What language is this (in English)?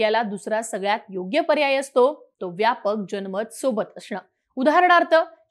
Marathi